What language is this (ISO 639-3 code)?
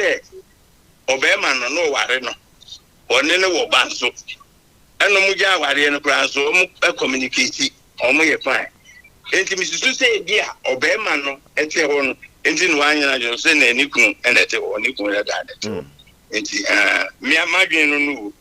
aka